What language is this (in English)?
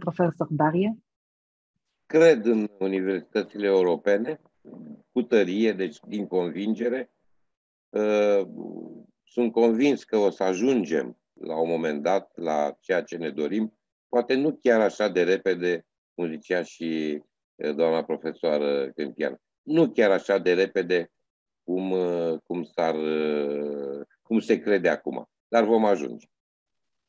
Romanian